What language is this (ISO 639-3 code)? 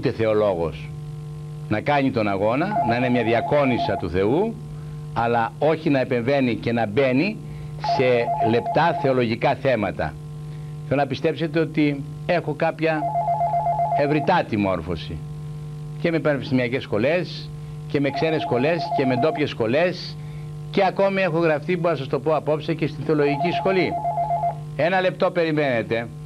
ell